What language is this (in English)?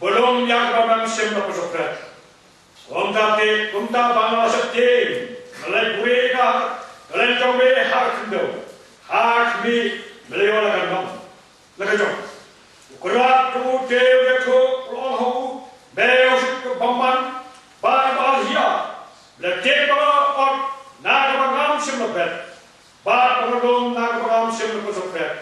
Khasi